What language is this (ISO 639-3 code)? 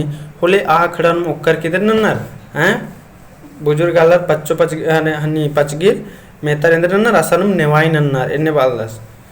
kru